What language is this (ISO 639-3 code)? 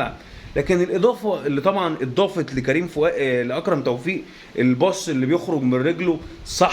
arz